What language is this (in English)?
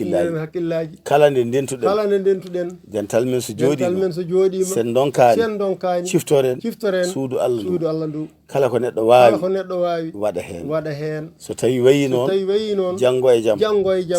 Fula